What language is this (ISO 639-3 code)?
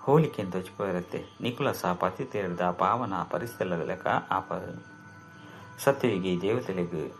tcy